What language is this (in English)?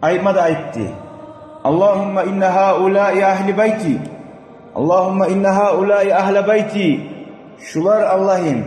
Kumyk